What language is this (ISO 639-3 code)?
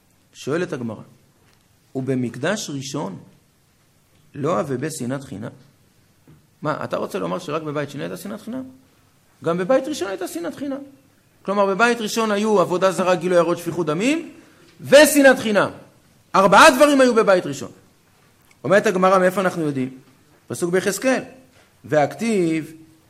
heb